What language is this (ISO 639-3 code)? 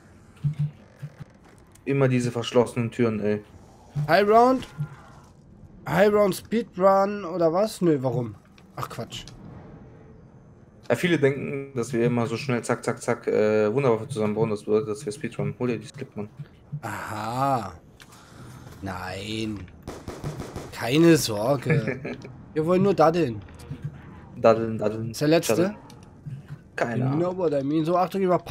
deu